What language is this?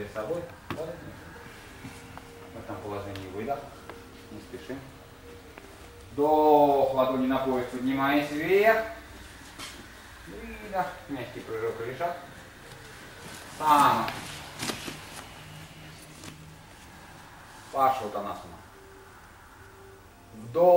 Russian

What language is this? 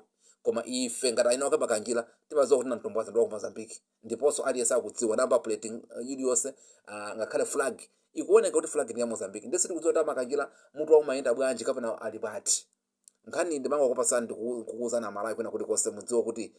Nyanja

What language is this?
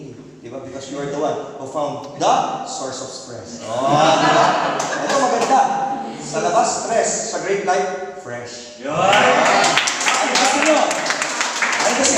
Filipino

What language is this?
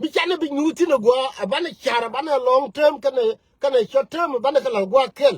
Nuer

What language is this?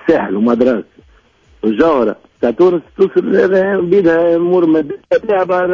Tunisian Arabic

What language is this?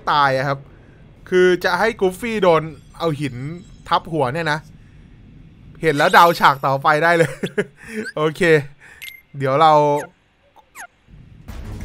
Thai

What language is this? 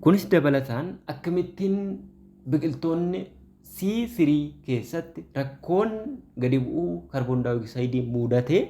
Oromo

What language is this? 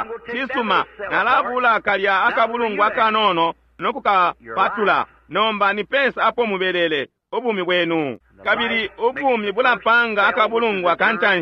Bemba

